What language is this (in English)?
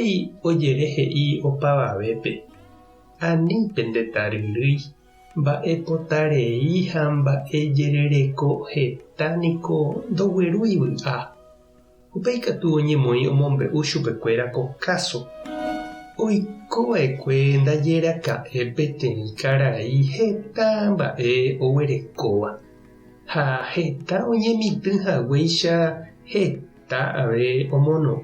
Guarani